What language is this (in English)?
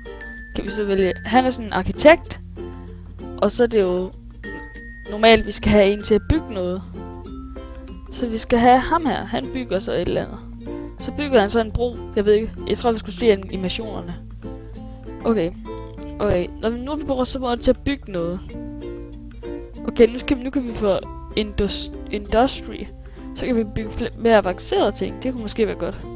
Danish